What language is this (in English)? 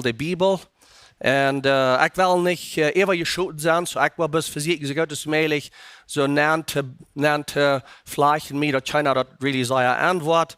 Plautdietsch